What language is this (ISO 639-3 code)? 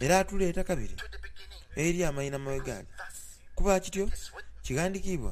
xog